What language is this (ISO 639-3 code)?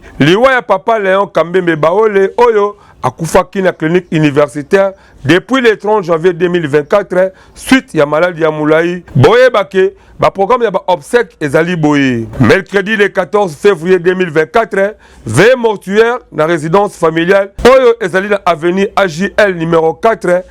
lin